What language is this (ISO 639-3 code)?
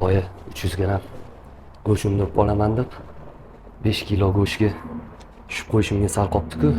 uzb